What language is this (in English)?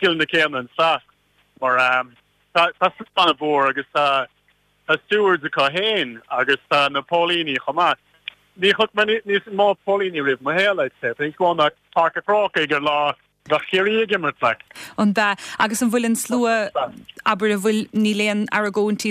Irish